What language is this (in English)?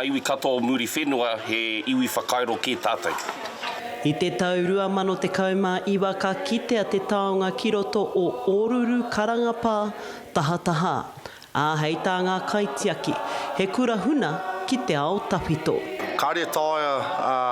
Māori